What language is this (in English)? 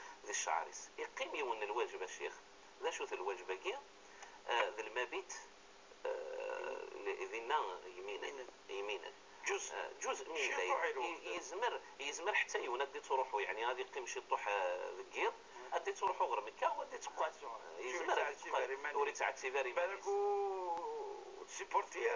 Kabyle